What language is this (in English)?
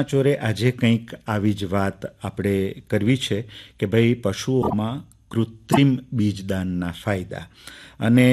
Gujarati